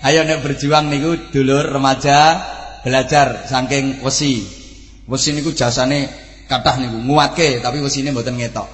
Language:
Javanese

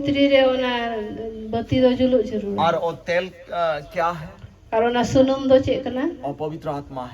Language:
Santali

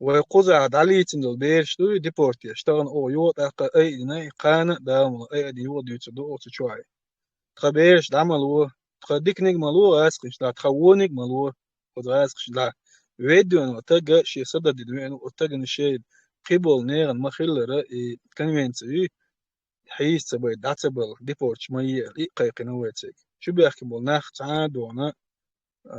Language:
Chechen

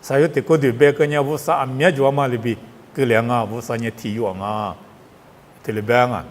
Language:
Lisu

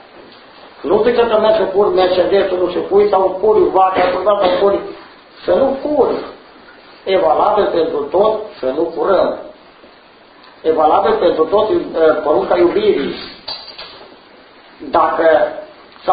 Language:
Romanian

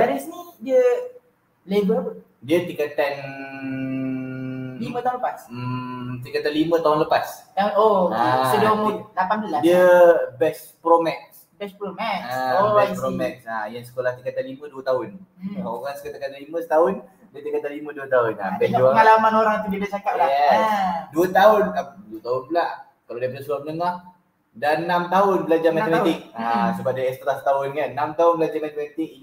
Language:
Malay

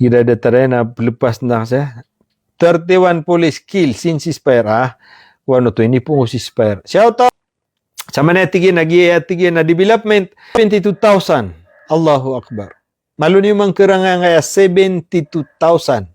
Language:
Maranao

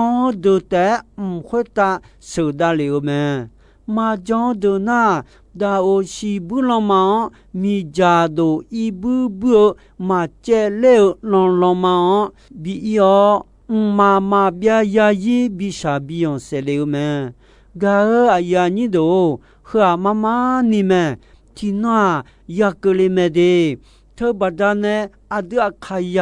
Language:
Akha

